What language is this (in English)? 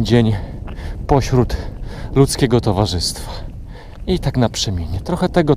Polish